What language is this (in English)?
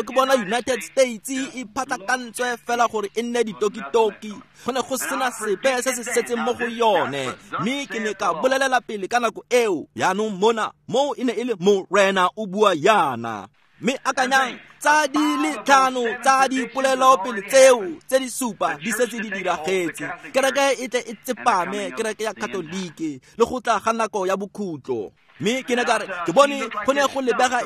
Tswana